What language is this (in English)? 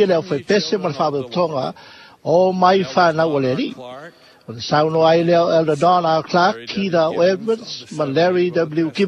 Samoan